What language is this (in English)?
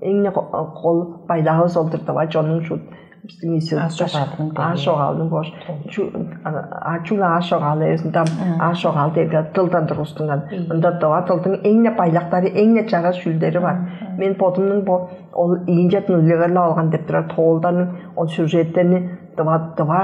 Tuvinian